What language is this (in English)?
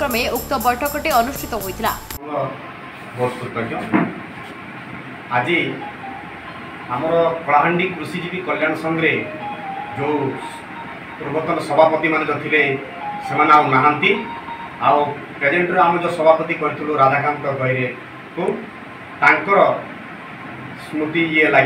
Odia